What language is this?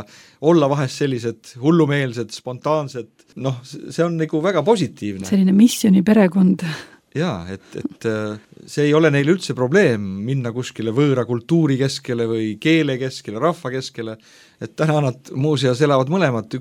Estonian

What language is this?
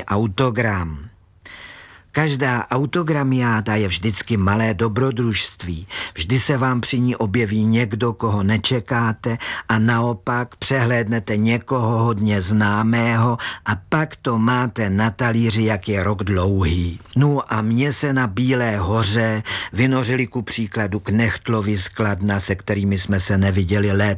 Czech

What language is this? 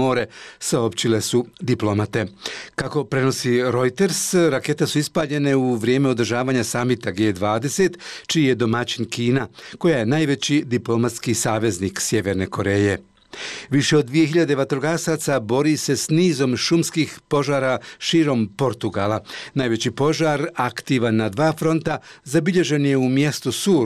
Bosnian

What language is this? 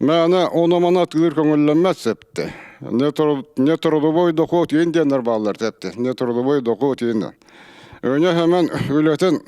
Yakut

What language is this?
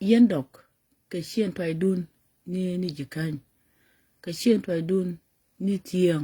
Nuer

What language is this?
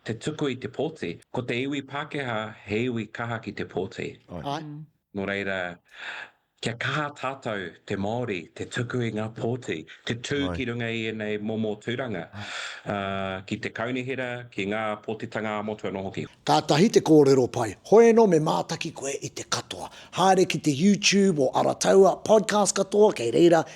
Māori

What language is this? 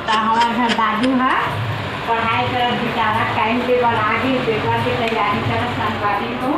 Chhattisgarhi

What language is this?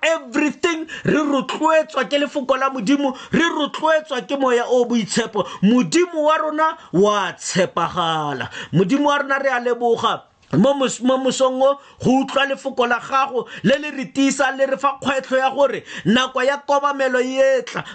Tswana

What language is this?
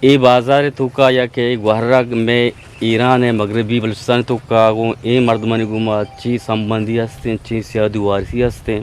Eastern Balochi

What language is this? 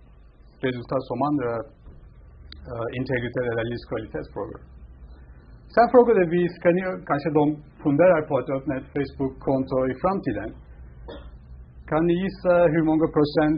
Swedish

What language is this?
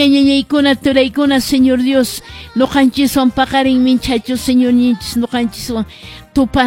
Quechua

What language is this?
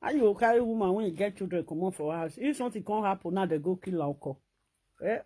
Nigerian Pidgin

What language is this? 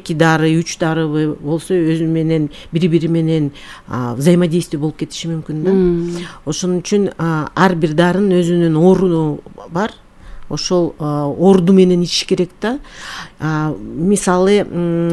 Kyrgyz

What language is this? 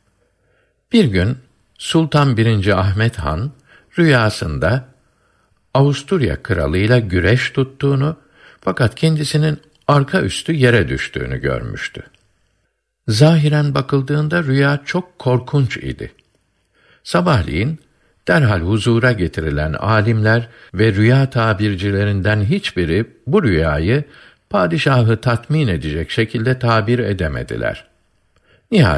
Turkish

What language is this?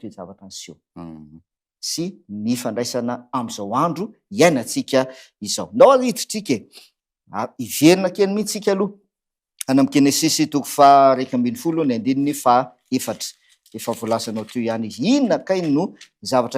Malagasy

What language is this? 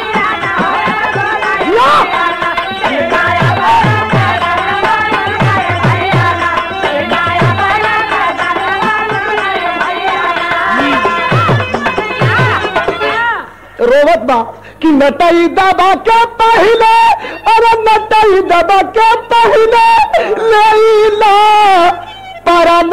Bhojpuri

